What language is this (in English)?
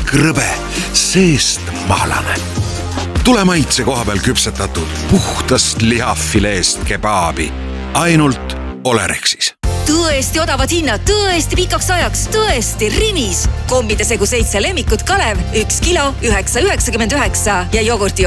Estonian